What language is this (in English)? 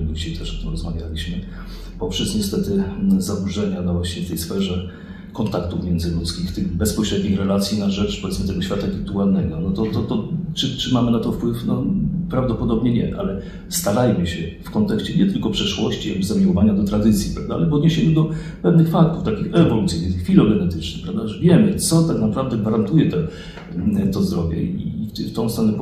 Polish